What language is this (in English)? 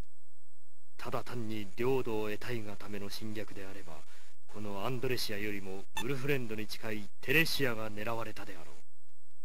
Japanese